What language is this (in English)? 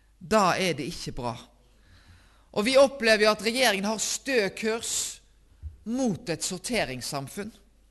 Norwegian